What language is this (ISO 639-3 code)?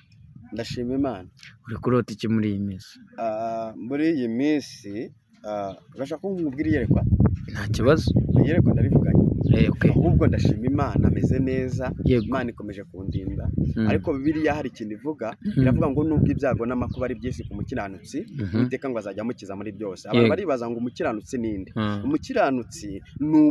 kin